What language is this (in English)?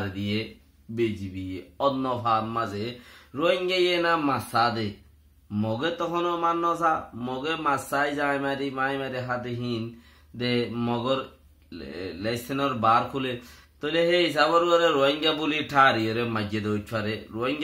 Rohingya